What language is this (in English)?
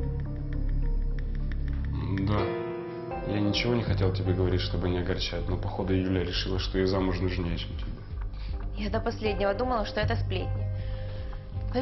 Russian